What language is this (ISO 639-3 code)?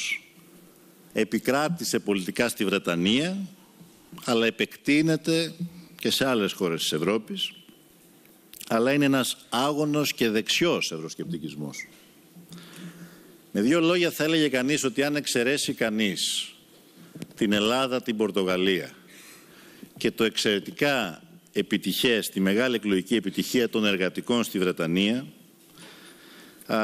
ell